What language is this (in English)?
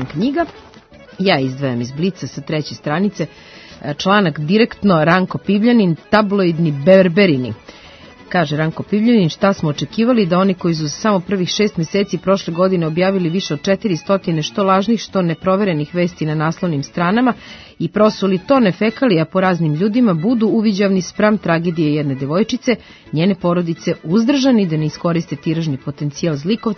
Serbian